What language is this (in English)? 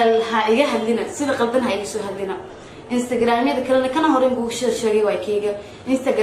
Somali